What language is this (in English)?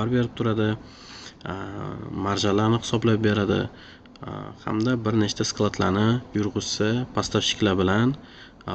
Uzbek